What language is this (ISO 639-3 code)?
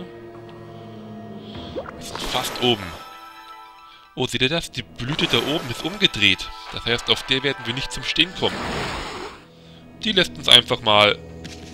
deu